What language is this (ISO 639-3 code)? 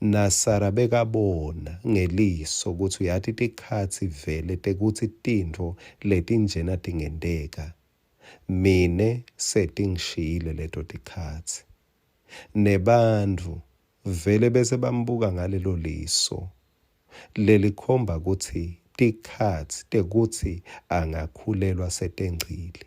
ssw